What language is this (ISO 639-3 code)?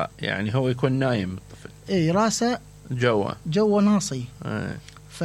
acm